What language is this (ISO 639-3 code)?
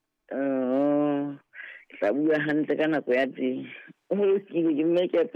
sot